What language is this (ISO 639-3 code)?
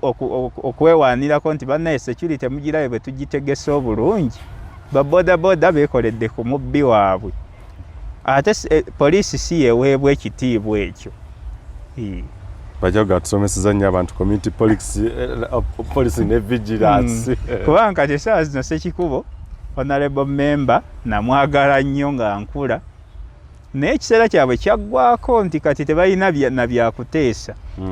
lug